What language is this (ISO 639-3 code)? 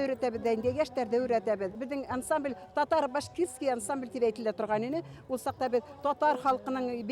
bak